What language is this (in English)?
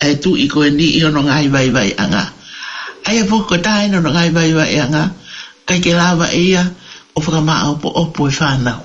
Tongan